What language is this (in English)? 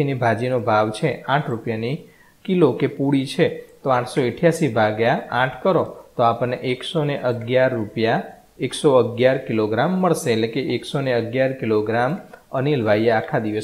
Gujarati